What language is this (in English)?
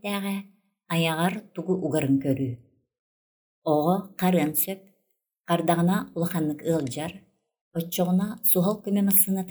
Yakut